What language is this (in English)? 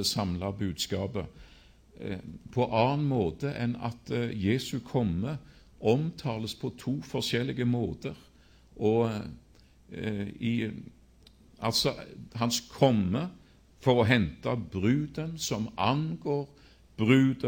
Norwegian